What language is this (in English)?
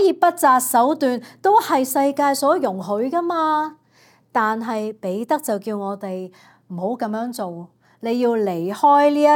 Cantonese